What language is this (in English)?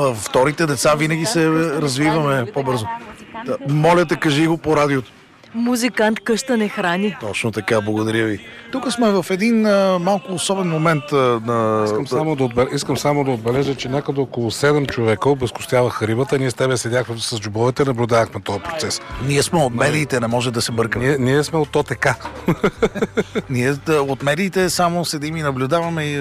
Bulgarian